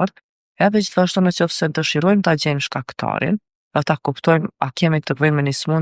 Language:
Albanian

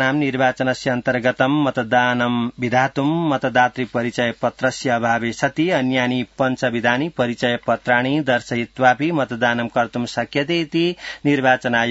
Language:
Sanskrit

